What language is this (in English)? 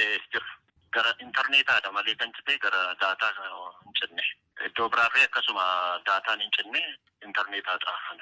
Oromo